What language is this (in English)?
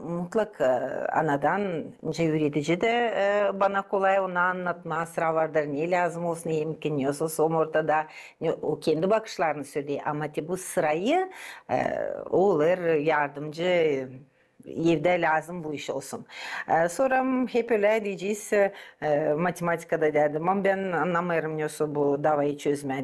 Gagauz